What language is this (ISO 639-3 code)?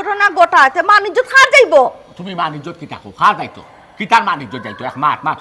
syl